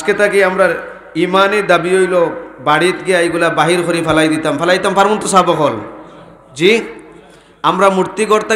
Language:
Sylheti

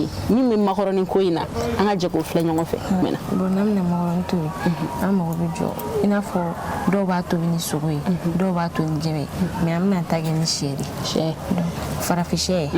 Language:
Bambara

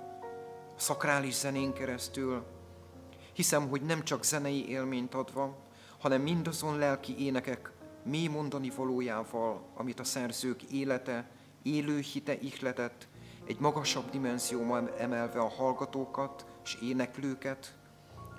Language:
Hungarian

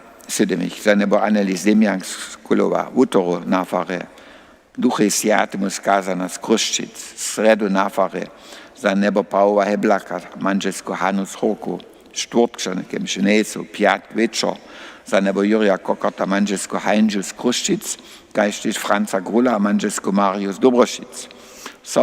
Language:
Upper Sorbian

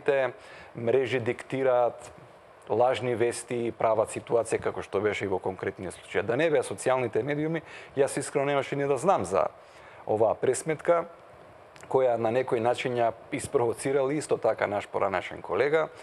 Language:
Macedonian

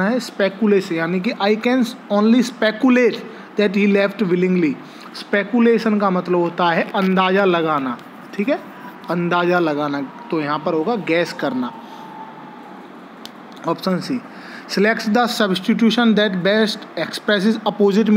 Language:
Hindi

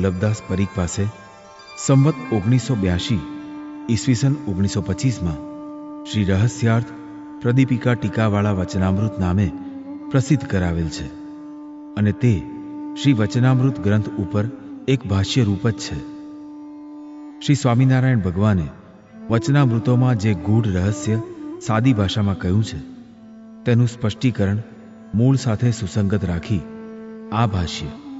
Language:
Gujarati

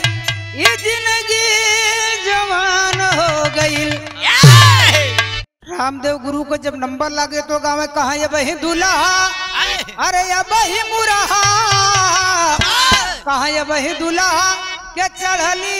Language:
Bhojpuri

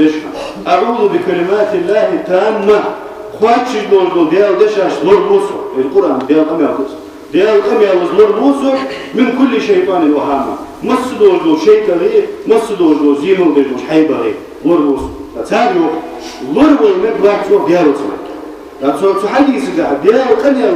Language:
Ingush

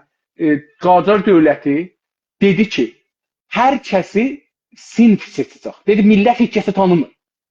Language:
South Azerbaijani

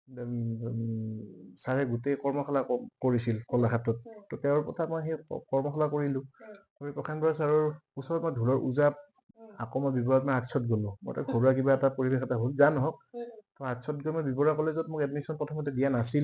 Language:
Assamese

